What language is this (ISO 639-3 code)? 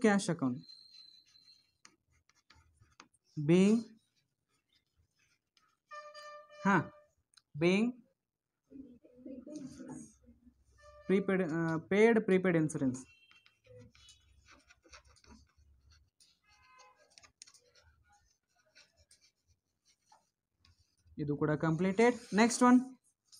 kan